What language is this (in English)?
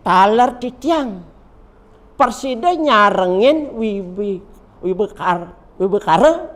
Balinese